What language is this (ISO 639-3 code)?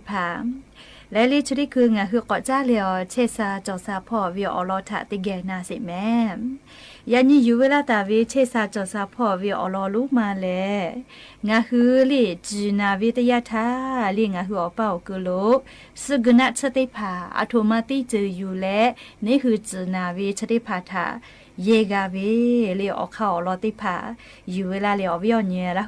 lhu